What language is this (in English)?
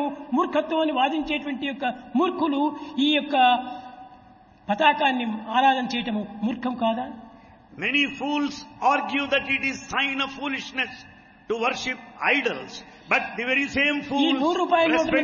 Telugu